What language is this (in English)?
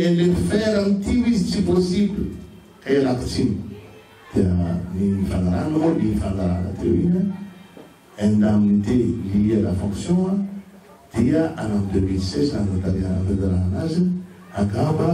Malagasy